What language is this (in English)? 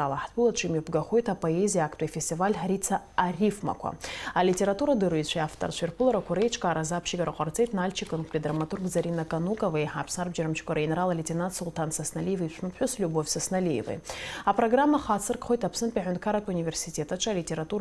Abkhazian